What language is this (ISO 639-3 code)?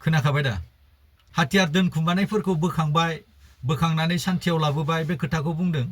brx